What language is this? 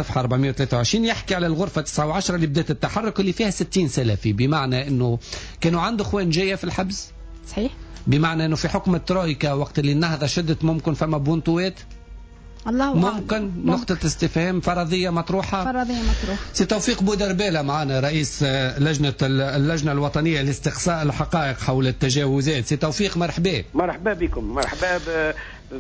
Tunisian Arabic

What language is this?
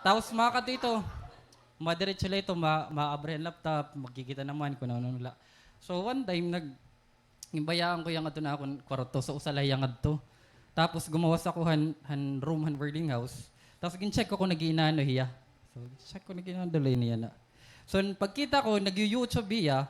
Waray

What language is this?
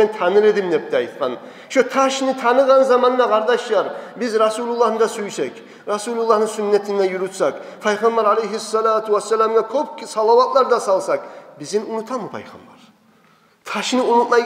Kumyk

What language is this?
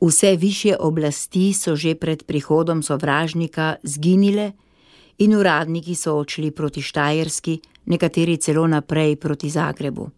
Slovenian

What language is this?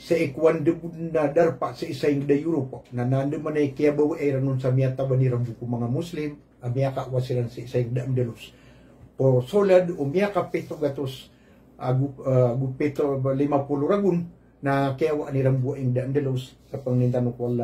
Maranao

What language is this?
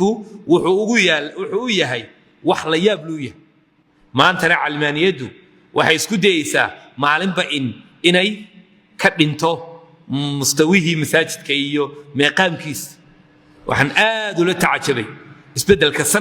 Somali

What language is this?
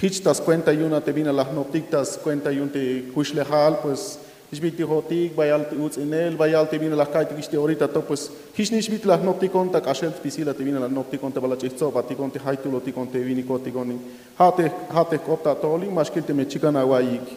Tzeltal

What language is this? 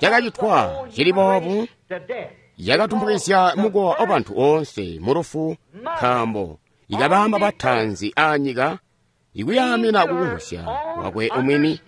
Tonga (Zambia)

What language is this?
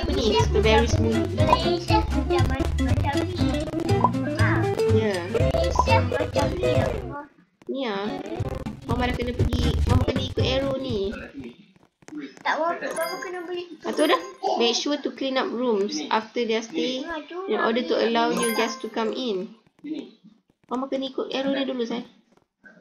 Malay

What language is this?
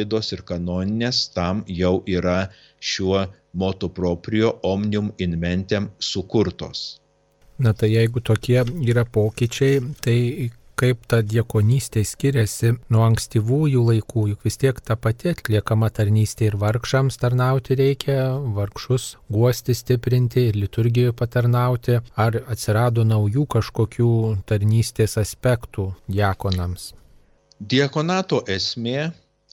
Lithuanian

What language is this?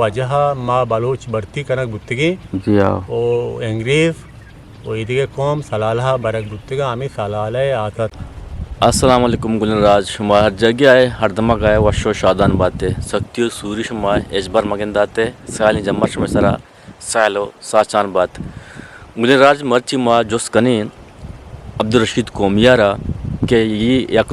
Eastern Balochi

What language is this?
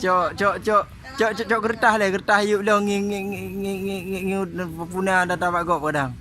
Achinese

